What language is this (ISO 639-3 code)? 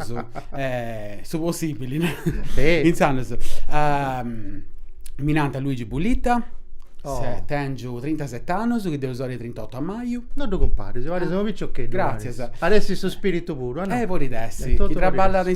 srd